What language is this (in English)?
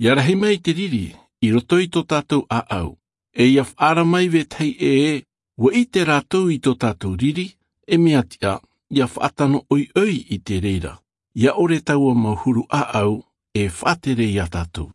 Tahitian